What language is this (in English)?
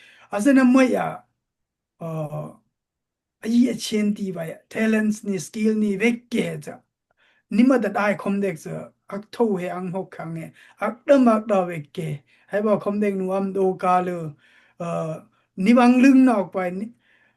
Dimasa